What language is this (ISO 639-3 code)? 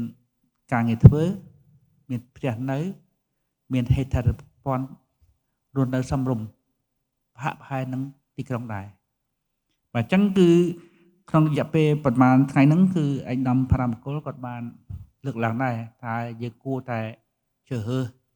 khm